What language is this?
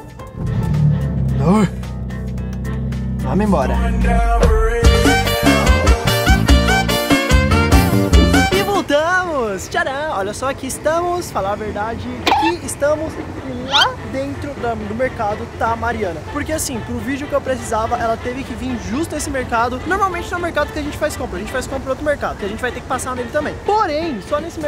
Portuguese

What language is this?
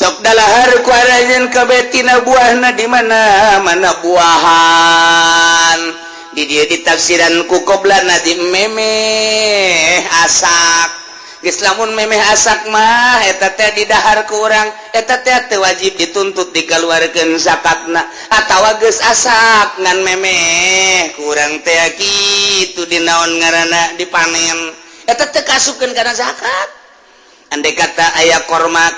Sundanese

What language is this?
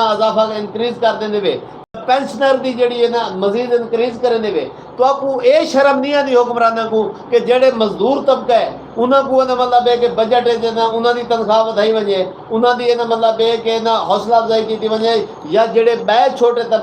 Saraiki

